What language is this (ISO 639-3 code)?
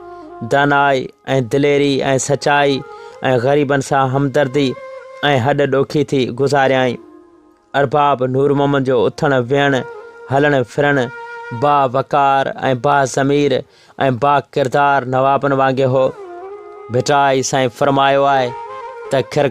snd